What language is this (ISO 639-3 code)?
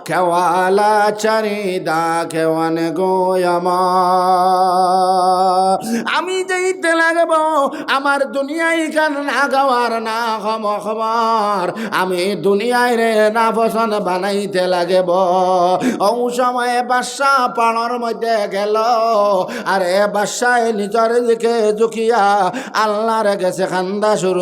syl